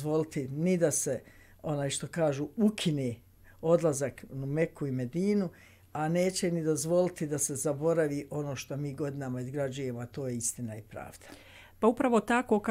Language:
Bosnian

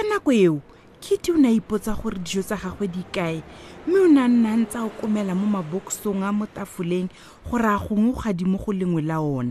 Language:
Tswana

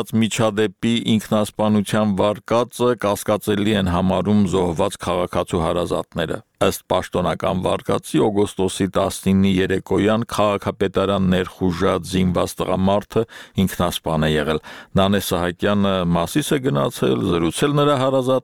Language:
Armenian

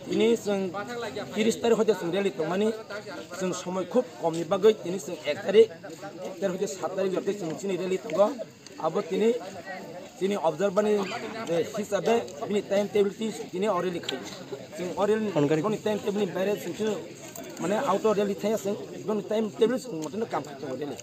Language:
Kok Borok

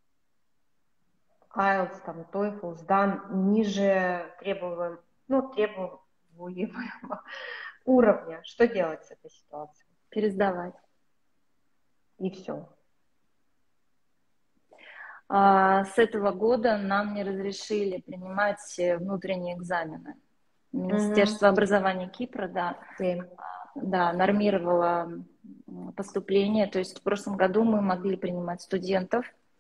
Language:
Russian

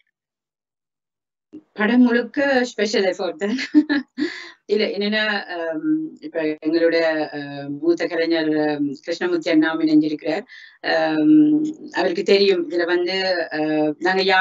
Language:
Tamil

